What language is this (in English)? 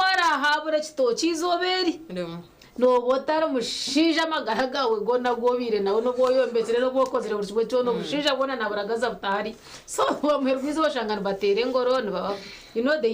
Nyankole